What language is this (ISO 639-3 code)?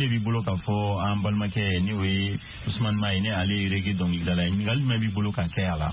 bam